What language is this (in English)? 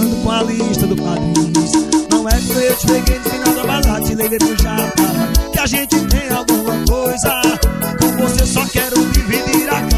Portuguese